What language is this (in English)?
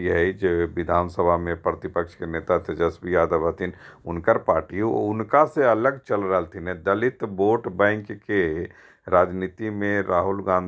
Magahi